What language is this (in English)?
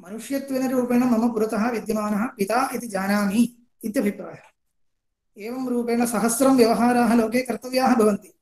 Sanskrit